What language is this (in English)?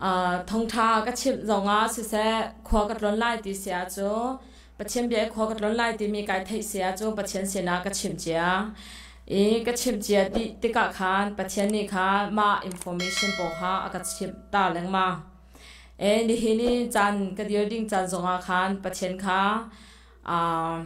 Hakha Chin